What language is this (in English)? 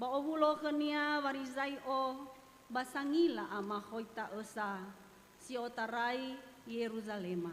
Nias